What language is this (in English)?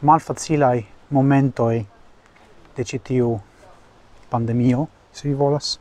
Esperanto